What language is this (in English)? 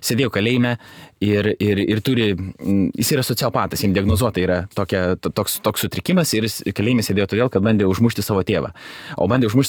Lithuanian